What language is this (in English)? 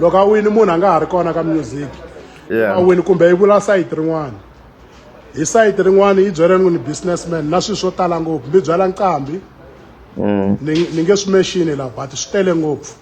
Tsonga